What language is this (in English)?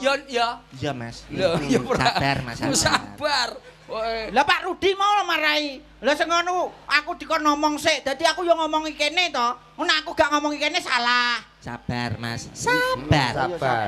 Javanese